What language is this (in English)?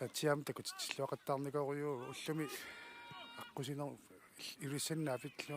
Kalaallisut